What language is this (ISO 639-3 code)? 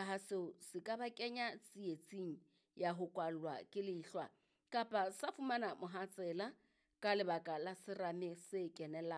sot